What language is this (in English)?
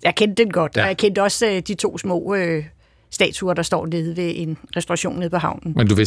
Danish